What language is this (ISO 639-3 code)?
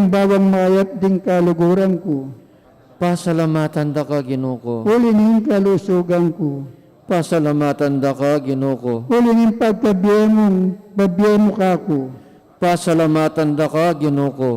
pam